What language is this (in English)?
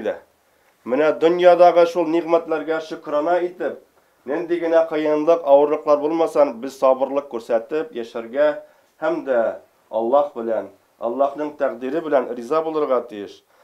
Bashkir